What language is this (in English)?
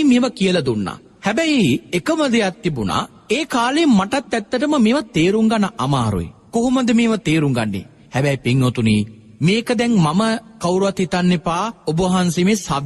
Sinhala